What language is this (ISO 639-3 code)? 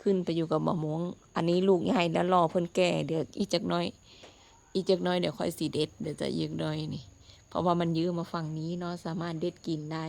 lao